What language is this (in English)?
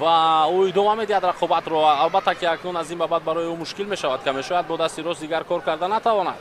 Tajik